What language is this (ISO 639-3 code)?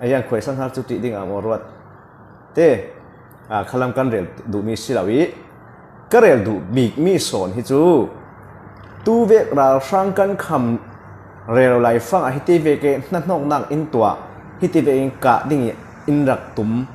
cfm